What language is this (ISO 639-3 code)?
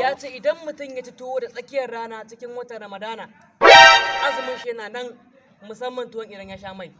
hau